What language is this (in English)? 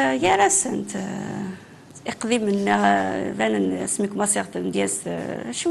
Kabyle